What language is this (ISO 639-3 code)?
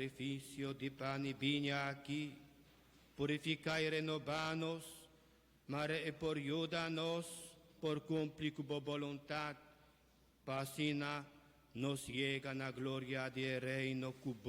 pap